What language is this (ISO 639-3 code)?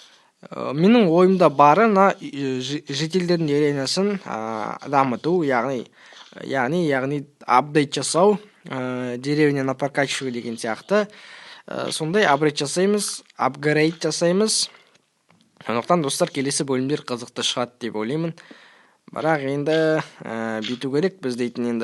kaz